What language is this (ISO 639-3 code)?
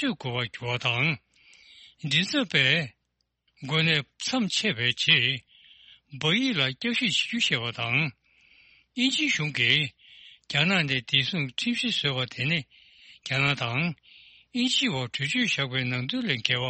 bod